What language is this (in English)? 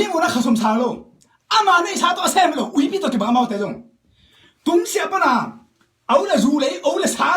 Tedim Chin